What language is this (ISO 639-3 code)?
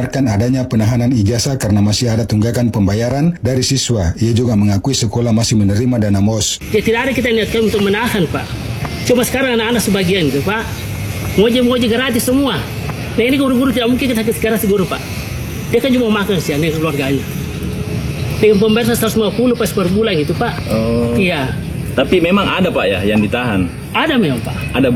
ind